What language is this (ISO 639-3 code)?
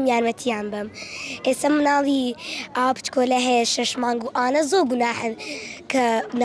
ckb